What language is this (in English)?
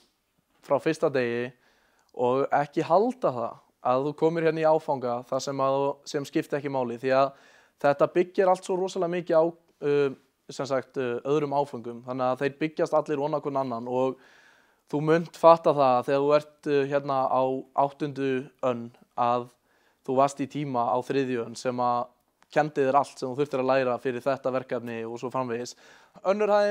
Icelandic